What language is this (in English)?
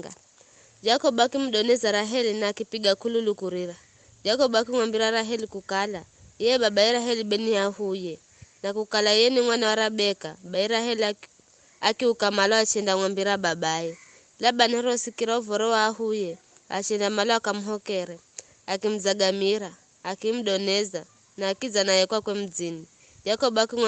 Giryama